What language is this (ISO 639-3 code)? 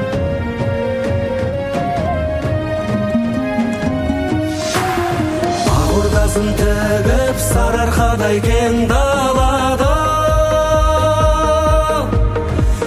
kaz